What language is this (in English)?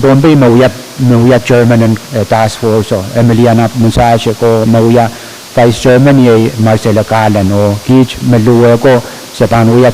Pohnpeian